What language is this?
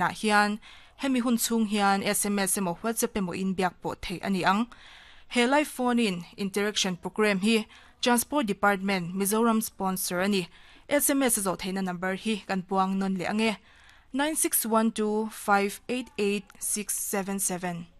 Mizo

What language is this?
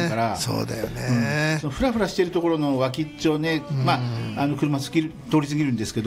Japanese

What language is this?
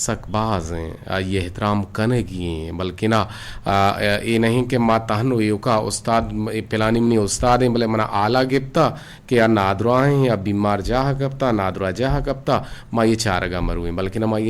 Eastern Balochi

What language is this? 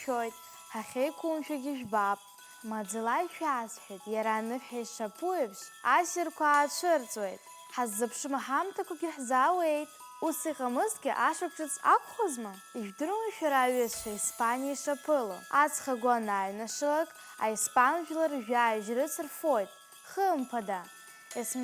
Abkhazian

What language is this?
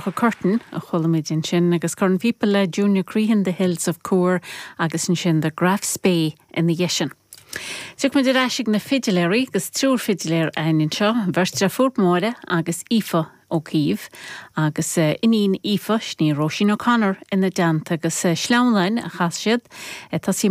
Irish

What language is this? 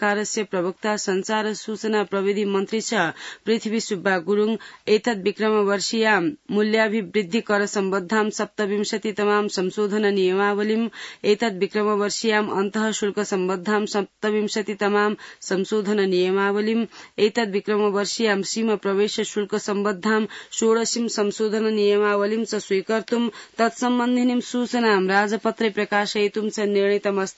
Sanskrit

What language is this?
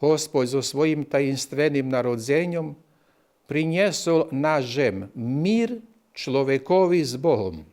Rusyn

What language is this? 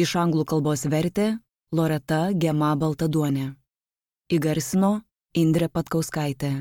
Lithuanian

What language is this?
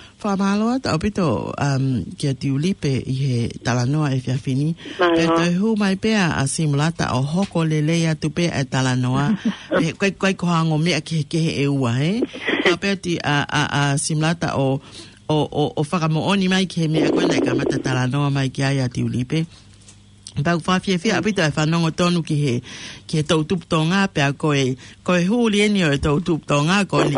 Tongan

